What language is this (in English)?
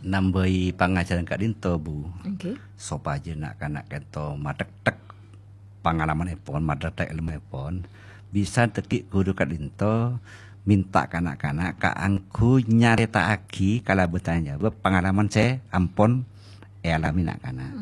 Madurese